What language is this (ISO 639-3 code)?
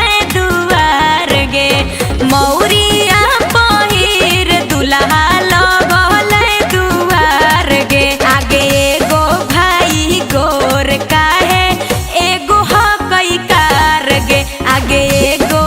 mag